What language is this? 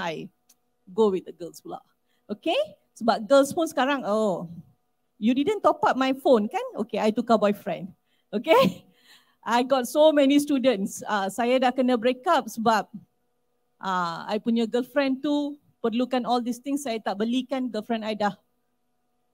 Malay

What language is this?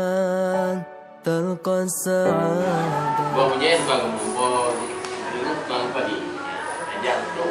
Achinese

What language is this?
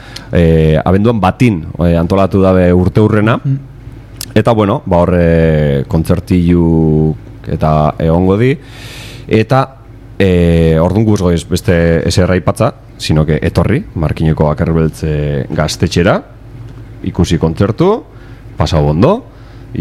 Basque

